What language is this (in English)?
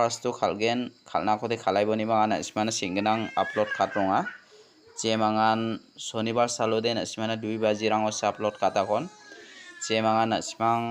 Garo